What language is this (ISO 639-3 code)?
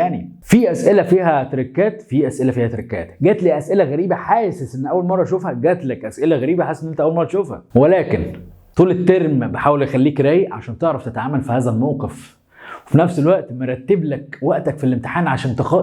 arz